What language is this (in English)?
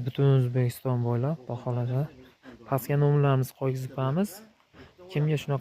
Uzbek